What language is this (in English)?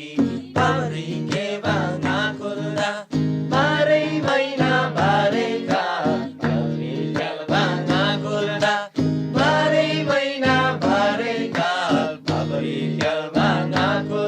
Eastern Tamang